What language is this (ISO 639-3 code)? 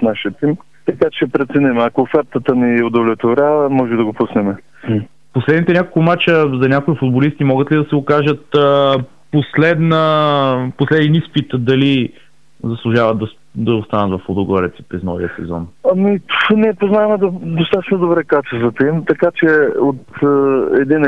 bul